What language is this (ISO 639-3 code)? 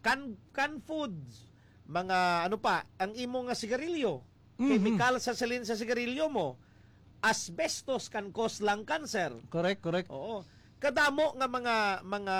hil